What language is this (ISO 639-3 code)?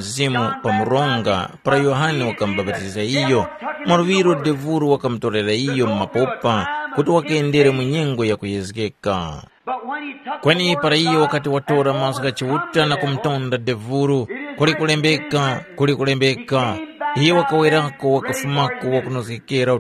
tum